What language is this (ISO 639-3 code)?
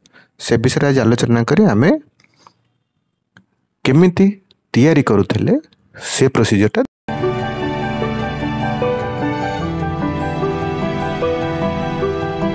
ori